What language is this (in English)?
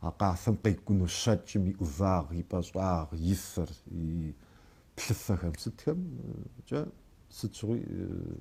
Kabardian